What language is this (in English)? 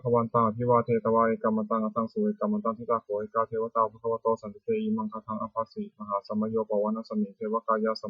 Pali